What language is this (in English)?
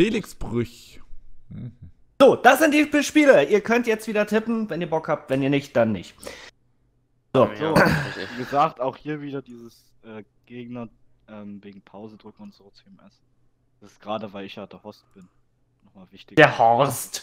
German